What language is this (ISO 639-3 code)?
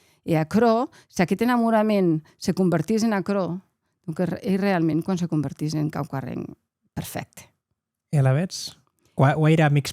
oci